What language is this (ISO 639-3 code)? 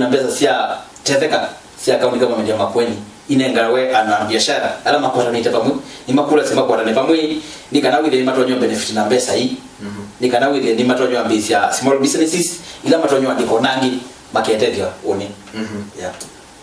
kam